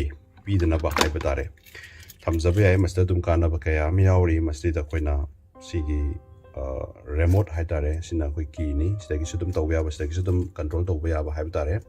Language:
Manipuri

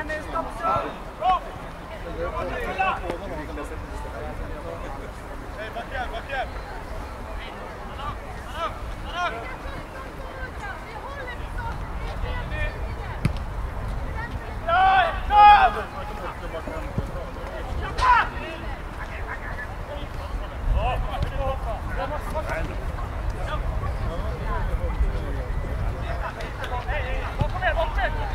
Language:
Swedish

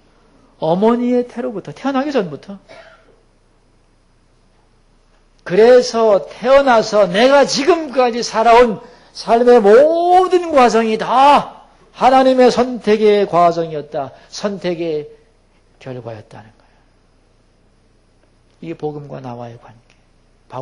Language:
Korean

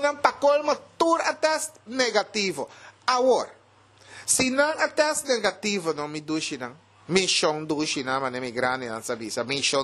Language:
Papiamento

